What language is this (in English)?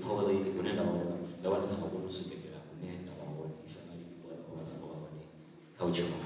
Venda